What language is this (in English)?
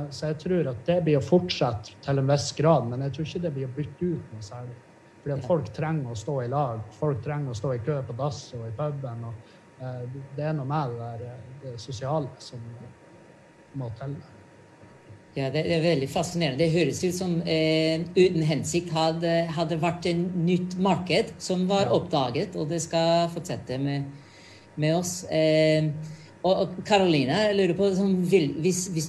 Norwegian